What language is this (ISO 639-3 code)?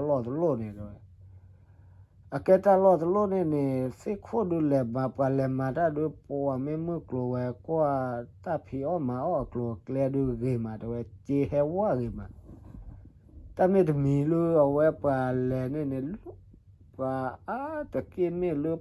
ksw